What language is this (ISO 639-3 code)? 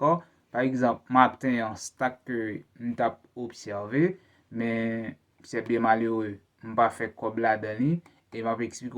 hat